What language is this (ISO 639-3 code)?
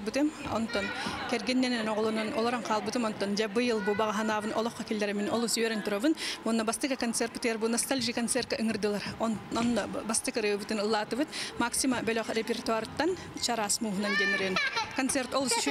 sah